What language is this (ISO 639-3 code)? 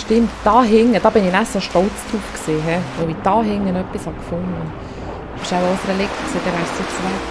gsw